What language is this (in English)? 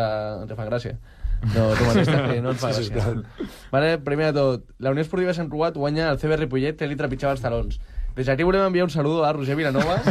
Catalan